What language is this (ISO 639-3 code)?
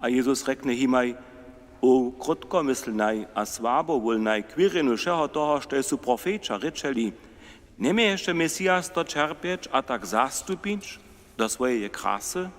hsb